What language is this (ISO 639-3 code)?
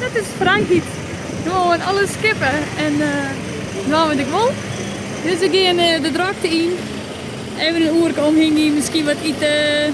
fry